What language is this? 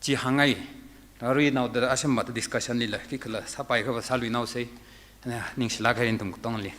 Tangkhul Naga (India)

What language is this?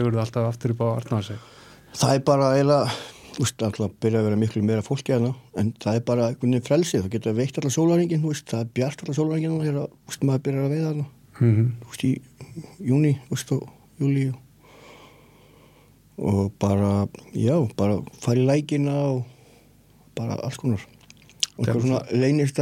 Icelandic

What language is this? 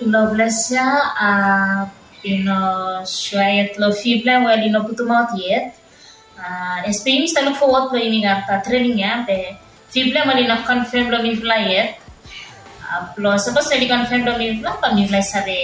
Bislama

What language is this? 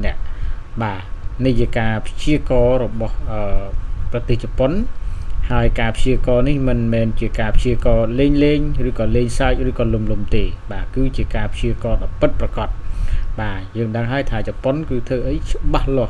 Khmer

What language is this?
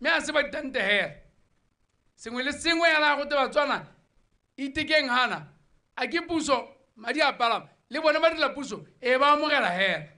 Tswana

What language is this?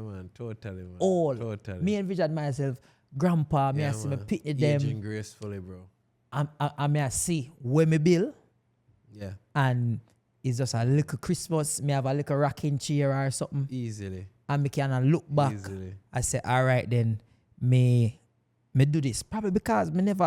Jamaican Creole English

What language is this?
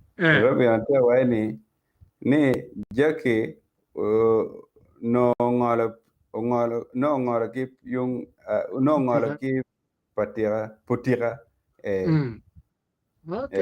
Acoli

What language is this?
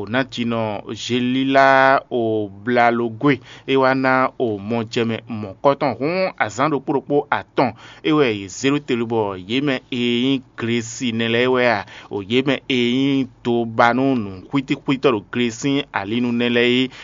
Fon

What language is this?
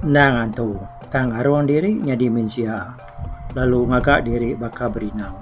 Iban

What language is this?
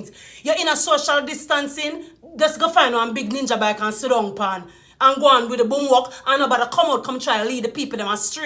Jamaican Creole English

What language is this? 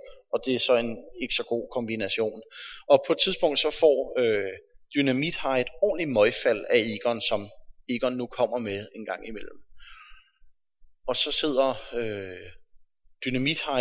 Danish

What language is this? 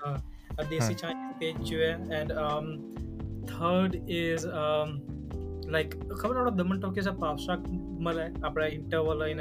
Gujarati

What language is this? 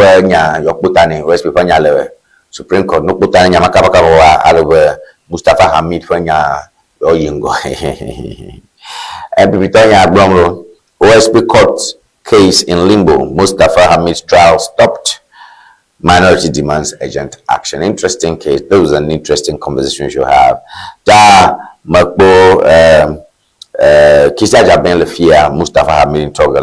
Ewe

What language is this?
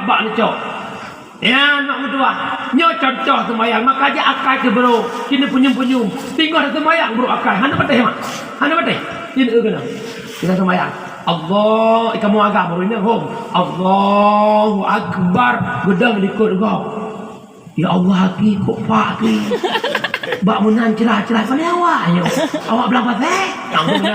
Achinese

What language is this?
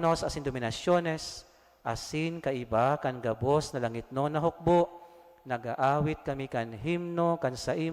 Bikol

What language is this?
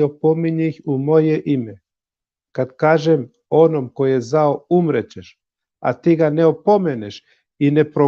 Balkan Romani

